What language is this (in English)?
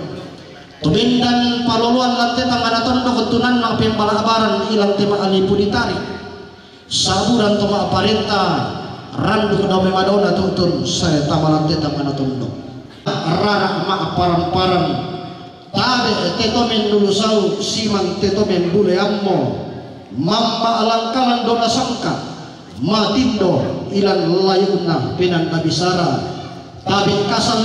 Toraja-Sa'dan